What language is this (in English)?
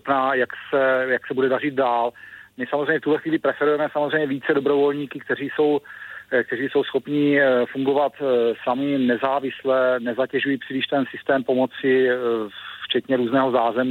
Czech